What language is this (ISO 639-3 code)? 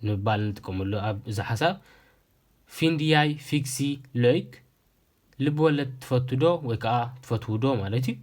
tir